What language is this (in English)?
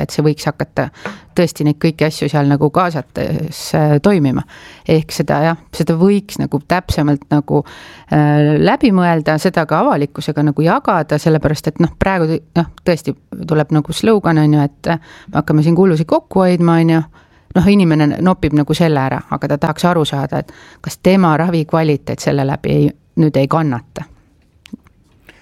Estonian